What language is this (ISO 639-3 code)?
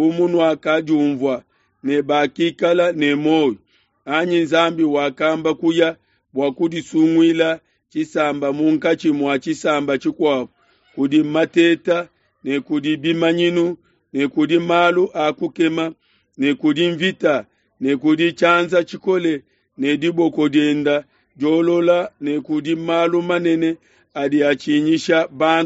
lua